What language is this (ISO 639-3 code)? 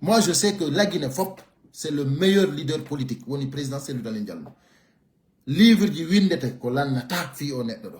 fuf